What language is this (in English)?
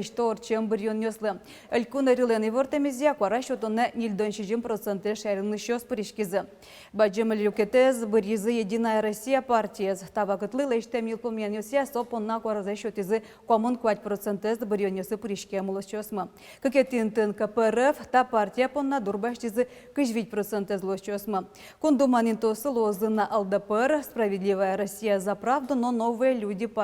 Udmurt